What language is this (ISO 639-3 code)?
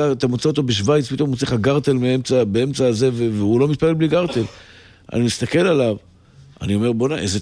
heb